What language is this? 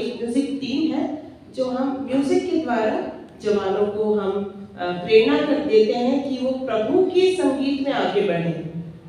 Hindi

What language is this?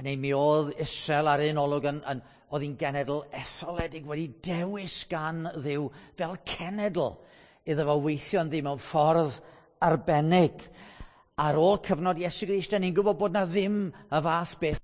Welsh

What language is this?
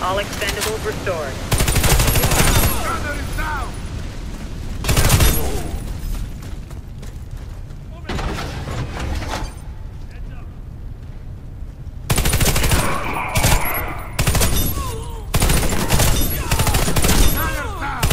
English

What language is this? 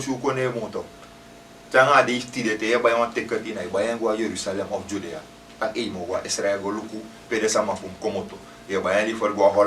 Sranan Tongo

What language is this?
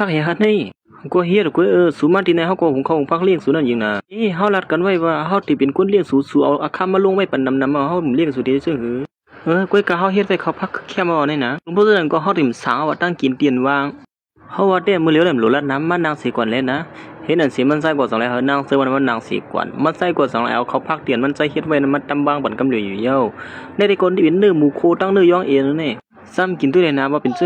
Shan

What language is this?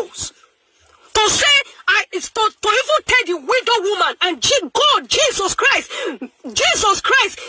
Nigerian Pidgin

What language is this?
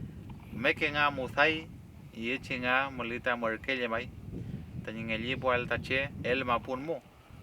Mapuche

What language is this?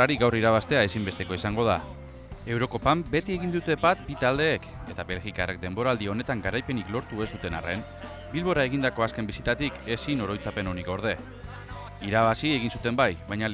Basque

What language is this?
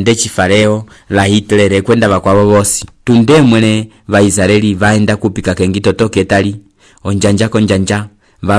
Umbundu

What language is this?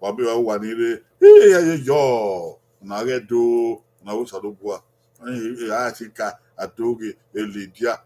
Bini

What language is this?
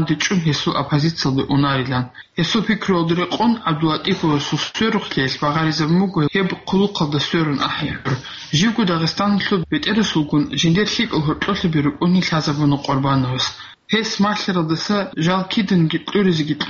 Avaric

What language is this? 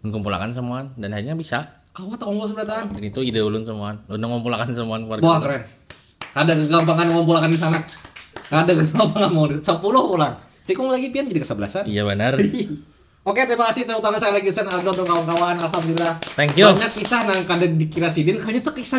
Banjar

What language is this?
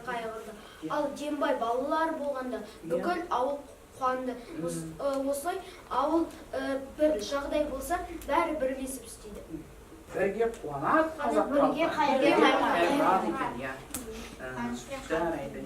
Kazakh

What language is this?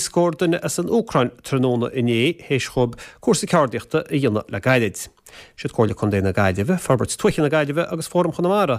Irish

